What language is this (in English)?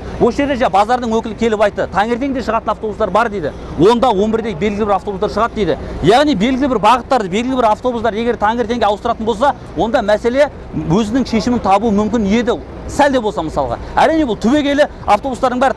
Kazakh